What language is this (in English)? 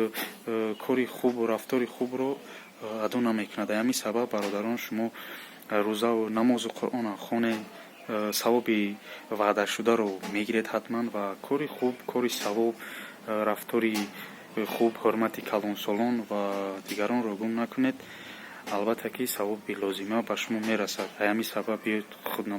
Tajik